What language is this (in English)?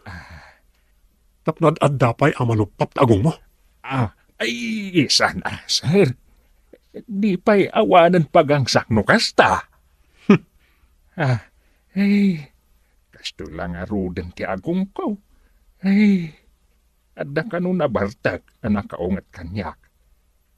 Iloko